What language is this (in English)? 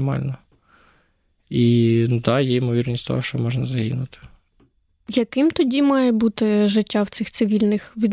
Ukrainian